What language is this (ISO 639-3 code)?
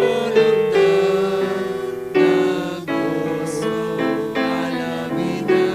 aym